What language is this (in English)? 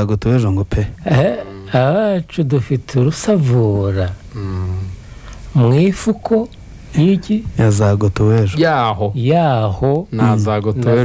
Kinyarwanda